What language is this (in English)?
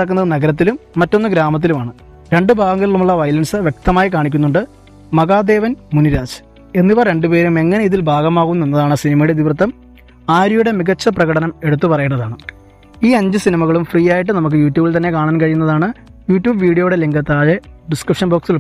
Malayalam